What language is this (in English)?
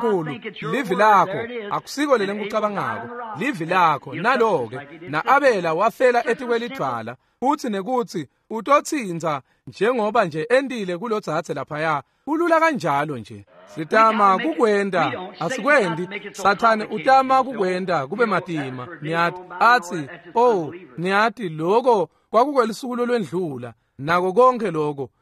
Swati